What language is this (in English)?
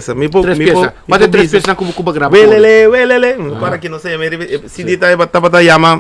Papiamento